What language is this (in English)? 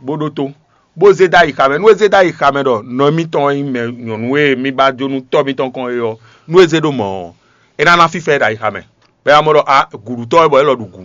Fon